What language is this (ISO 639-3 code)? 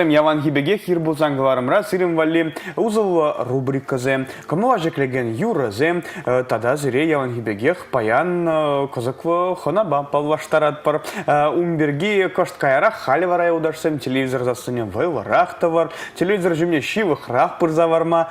chv